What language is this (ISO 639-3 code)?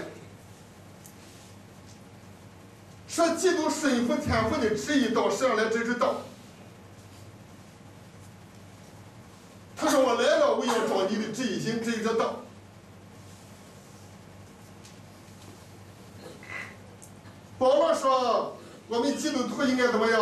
zho